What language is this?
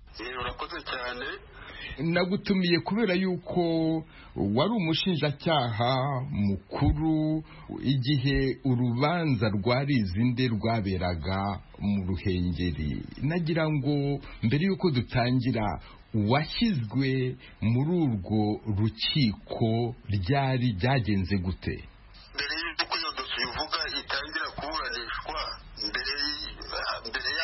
Kinyarwanda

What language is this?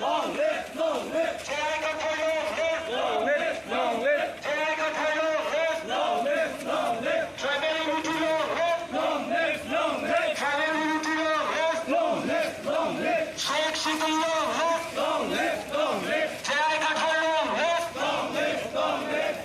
Karbi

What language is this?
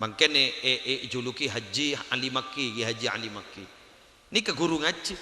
Madurese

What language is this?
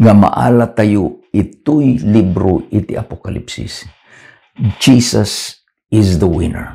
Iloko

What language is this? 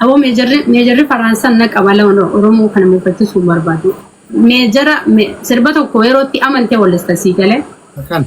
Oromo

